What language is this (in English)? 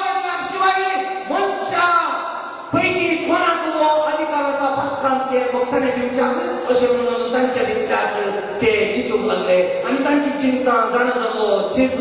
Konkani